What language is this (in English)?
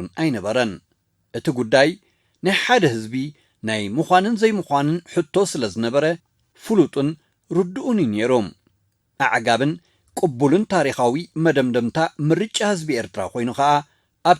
Tigrinya